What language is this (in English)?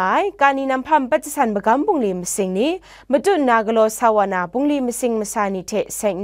Kachin